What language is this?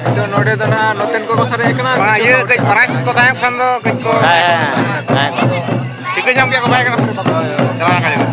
Santali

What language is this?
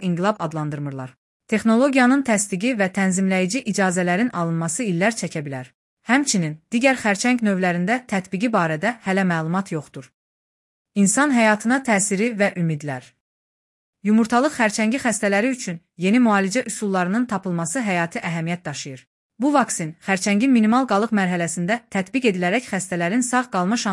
Azerbaijani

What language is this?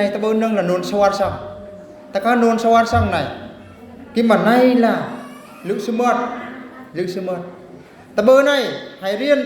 Eastern Bru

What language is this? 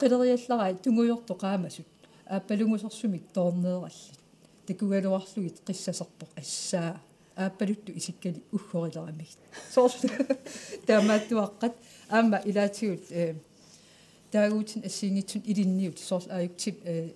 Kalaallisut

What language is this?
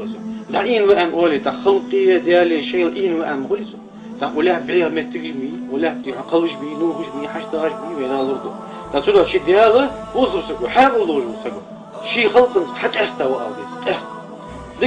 Ingush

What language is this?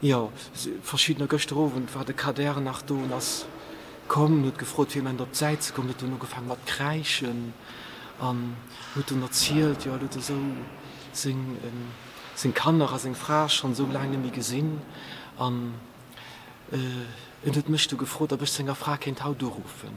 Luxembourgish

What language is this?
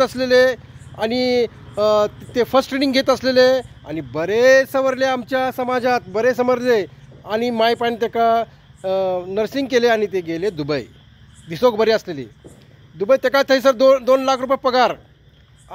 Konkani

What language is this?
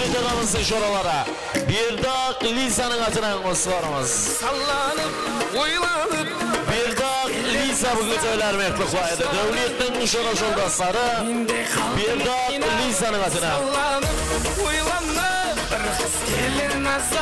Kara-Kalpak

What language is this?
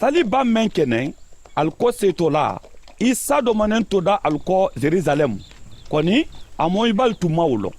Mandingo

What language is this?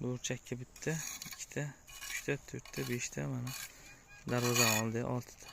Uzbek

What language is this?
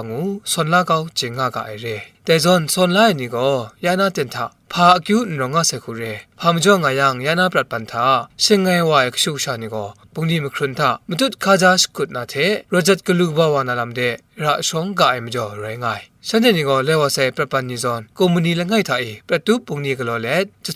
Kachin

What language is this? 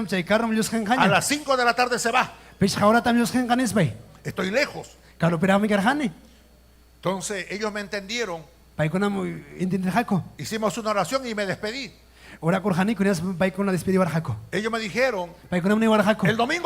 Ayacucho Quechua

